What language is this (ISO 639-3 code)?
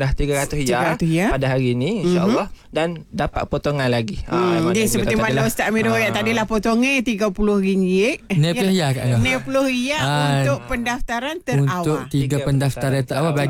msa